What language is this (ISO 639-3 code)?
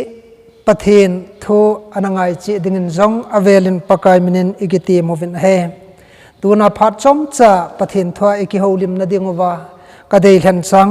tcz